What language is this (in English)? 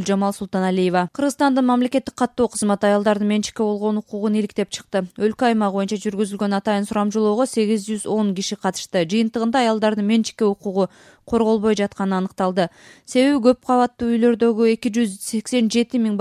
Kyrgyz